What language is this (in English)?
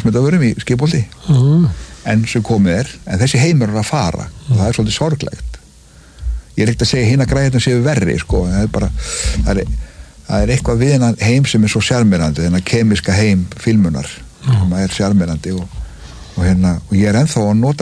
Icelandic